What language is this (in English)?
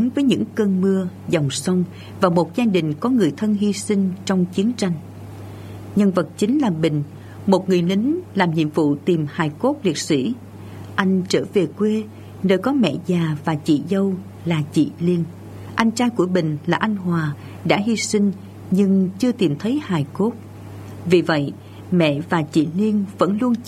Vietnamese